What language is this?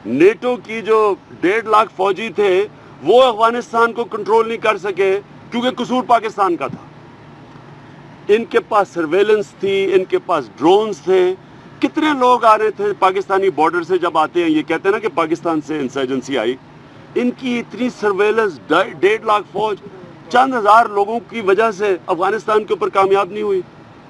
Urdu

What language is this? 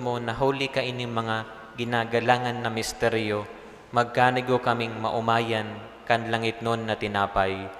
Bikol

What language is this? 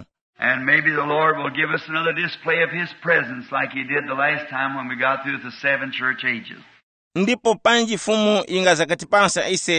Tumbuka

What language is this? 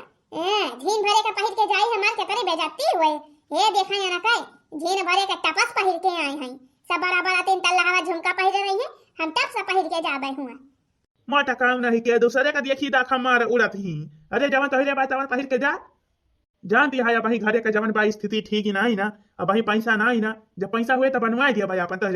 Awadhi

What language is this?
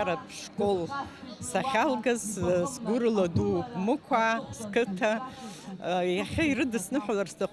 Abkhazian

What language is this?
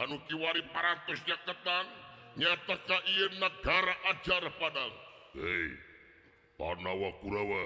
Sundanese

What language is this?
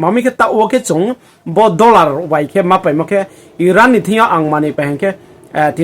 Riang (India)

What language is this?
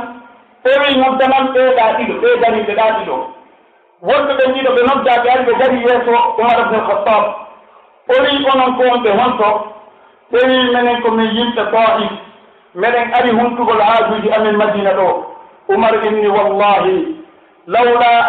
Pular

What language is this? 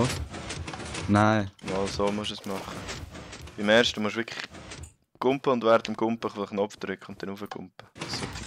Swiss German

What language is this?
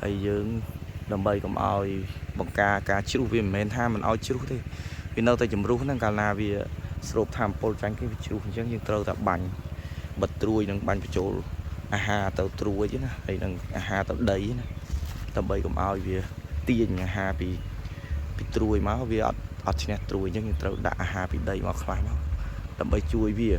Khmer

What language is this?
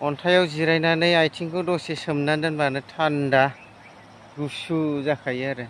Bodo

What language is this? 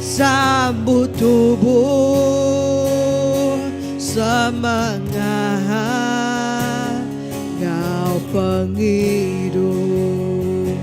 Iban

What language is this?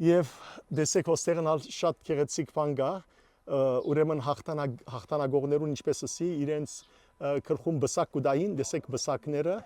Western Armenian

